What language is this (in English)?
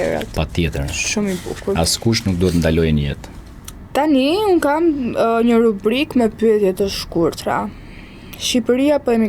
Albanian